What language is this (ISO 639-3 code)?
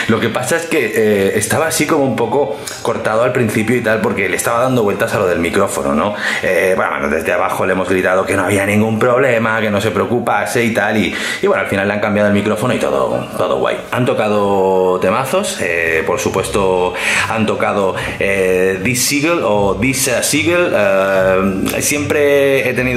spa